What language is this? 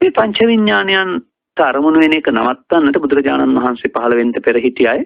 Sinhala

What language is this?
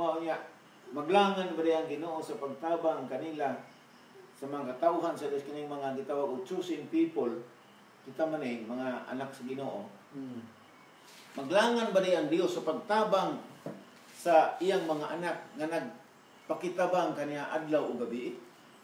Cebuano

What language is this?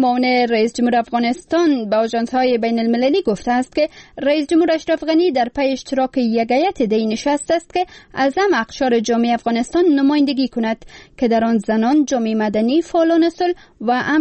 Persian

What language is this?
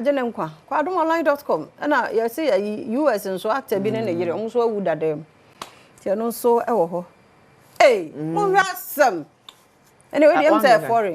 Akan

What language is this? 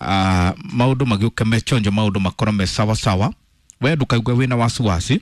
Kikuyu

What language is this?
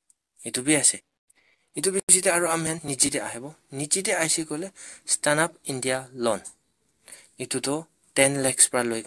Naga Pidgin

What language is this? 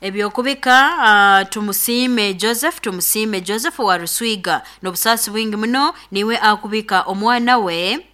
Nyoro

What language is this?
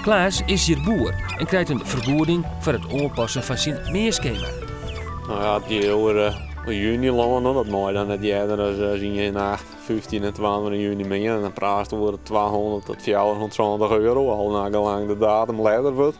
Western Frisian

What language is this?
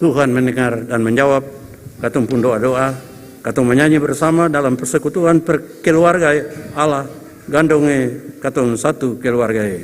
Ambonese Malay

